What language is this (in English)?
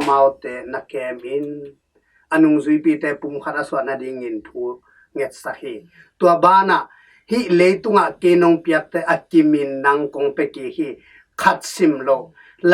Tedim Chin